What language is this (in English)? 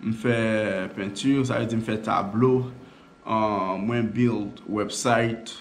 Haitian Creole